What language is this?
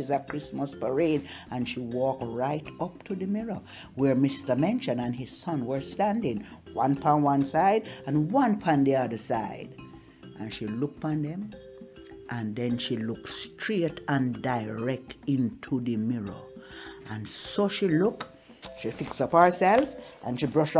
Jamaican Creole English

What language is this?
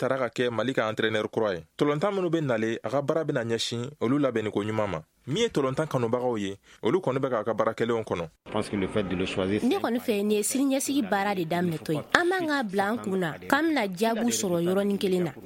Bambara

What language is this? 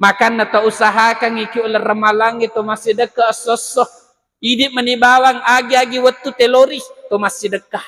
Buginese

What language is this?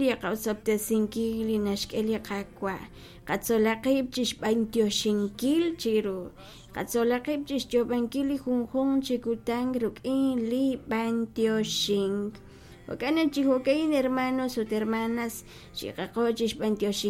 Kekchí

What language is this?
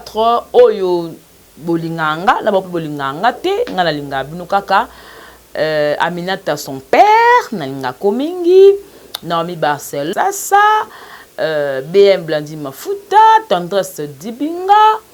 Lingala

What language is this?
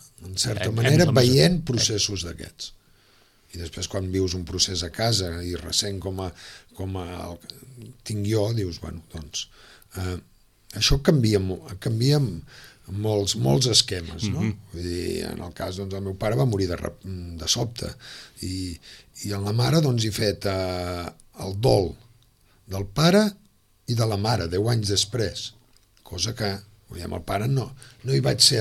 Catalan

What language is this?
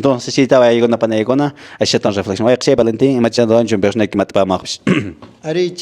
Quechua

